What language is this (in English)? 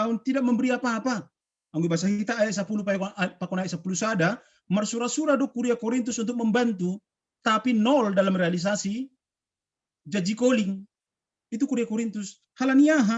Batak Simalungun